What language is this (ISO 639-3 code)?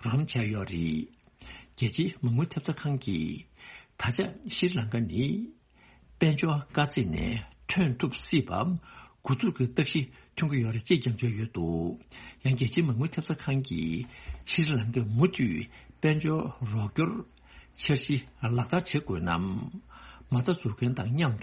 bod